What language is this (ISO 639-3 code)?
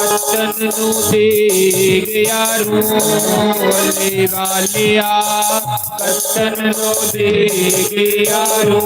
doi